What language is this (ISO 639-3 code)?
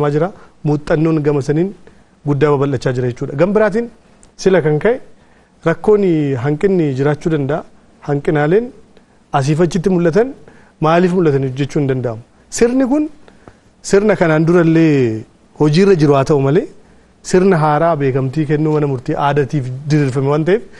orm